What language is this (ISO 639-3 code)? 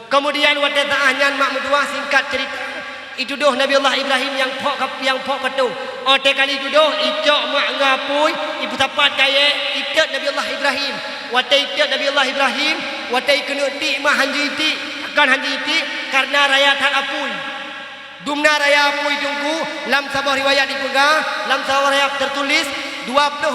ace